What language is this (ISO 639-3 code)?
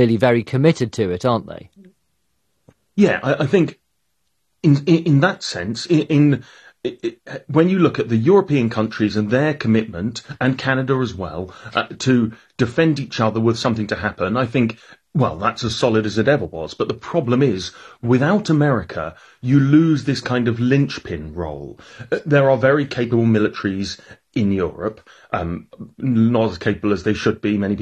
eng